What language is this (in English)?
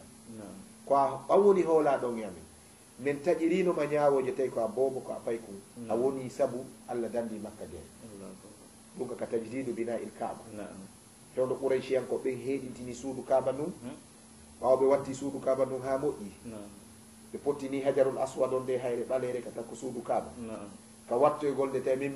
Fula